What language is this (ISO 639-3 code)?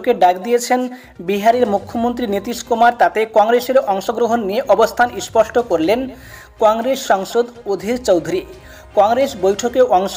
ben